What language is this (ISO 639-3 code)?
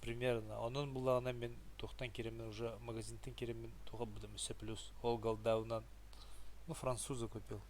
sah